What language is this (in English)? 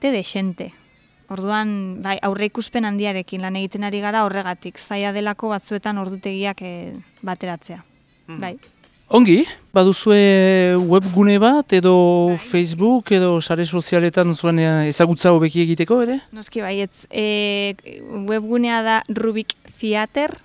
Basque